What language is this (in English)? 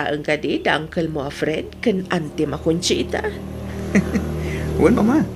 Iloko